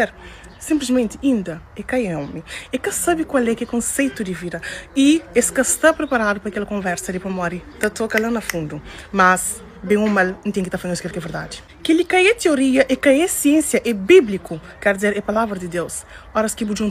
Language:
Kabuverdianu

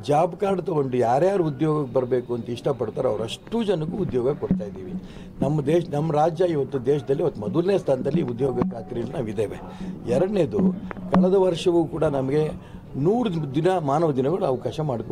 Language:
Kannada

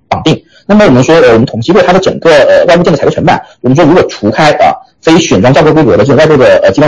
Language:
Chinese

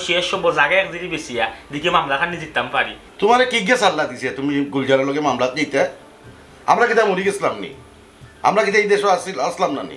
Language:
Sylheti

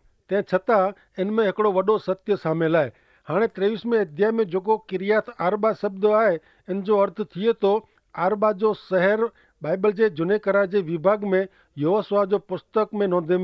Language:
Kachhi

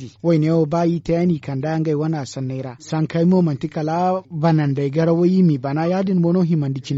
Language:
Zarma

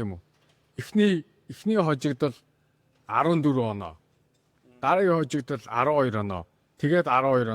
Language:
Mongolian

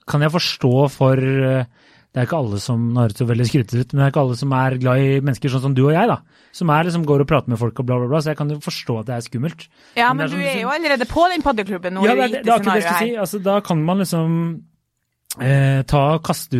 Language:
Norwegian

